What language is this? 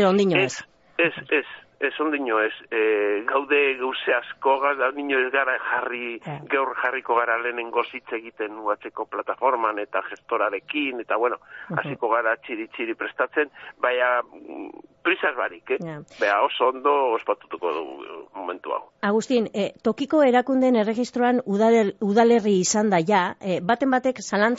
Basque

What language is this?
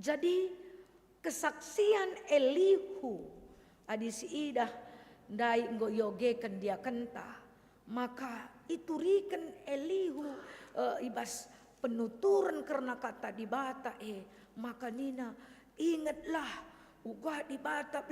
Batak Karo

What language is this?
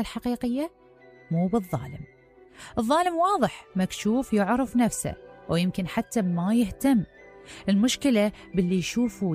Mesopotamian Arabic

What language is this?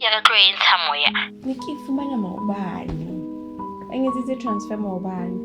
Southern Sotho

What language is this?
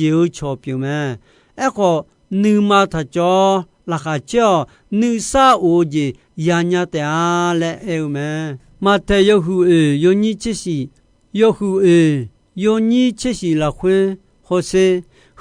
Akha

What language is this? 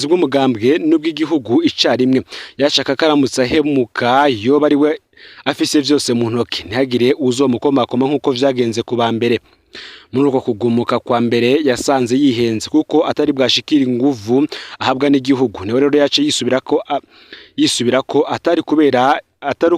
Rundi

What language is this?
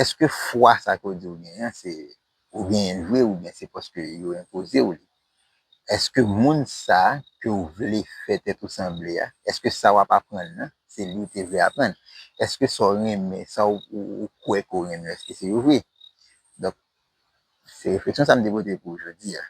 Haitian Creole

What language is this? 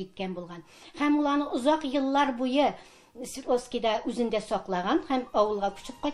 Tatar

